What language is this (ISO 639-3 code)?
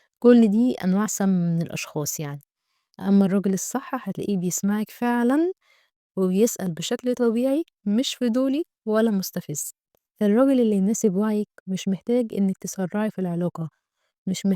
arz